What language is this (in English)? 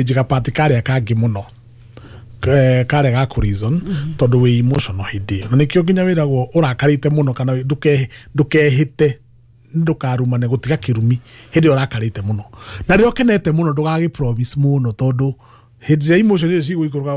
Kikuyu